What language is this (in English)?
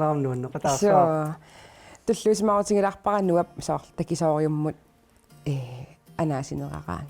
Kalaallisut